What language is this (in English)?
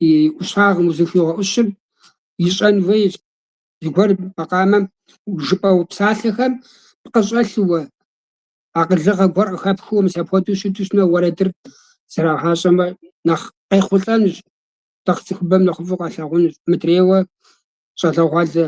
Kabardian